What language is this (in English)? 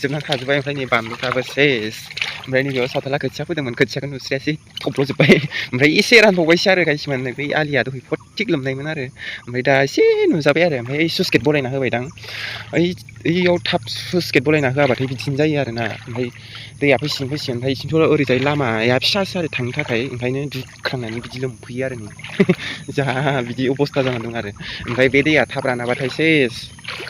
Bodo